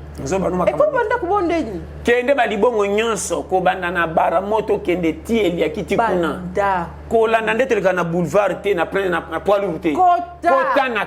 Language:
Lingala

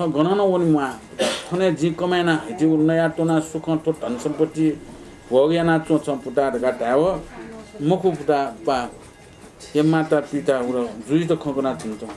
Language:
Newari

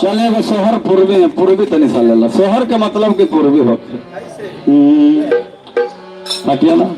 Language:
Magahi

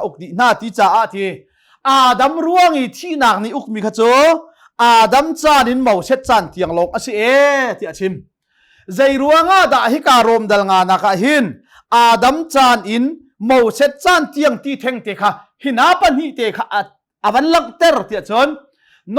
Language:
Hakha Chin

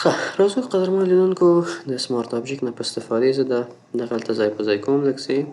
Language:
Pashto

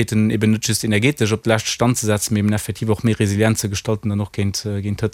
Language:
Luxembourgish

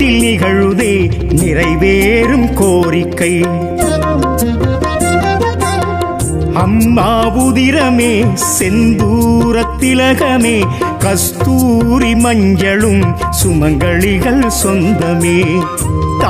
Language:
Tamil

